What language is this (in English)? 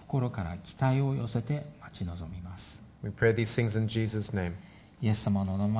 Japanese